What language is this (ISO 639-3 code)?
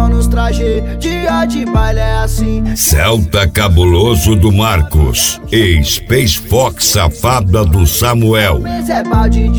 por